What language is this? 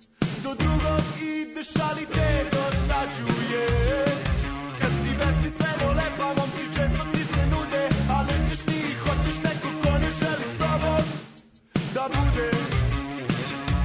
Serbian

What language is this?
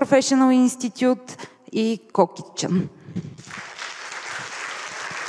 Bulgarian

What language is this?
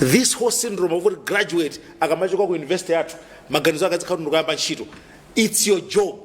Nyanja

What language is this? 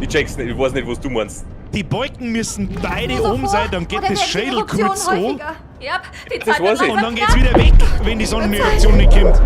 Bavarian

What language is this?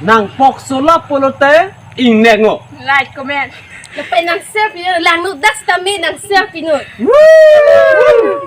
Karbi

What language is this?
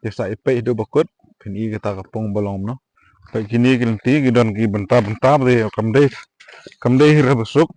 Khasi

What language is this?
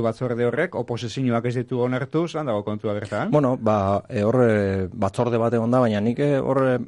Basque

